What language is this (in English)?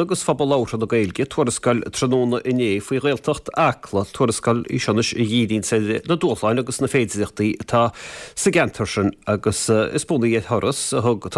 Irish